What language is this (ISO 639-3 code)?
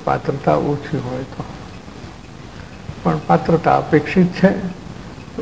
guj